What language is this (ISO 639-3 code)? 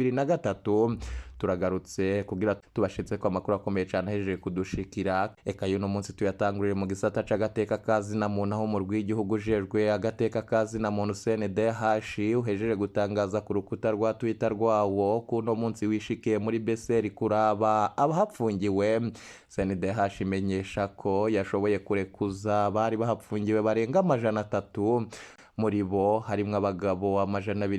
run